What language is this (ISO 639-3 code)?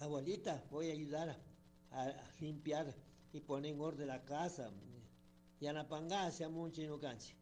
qug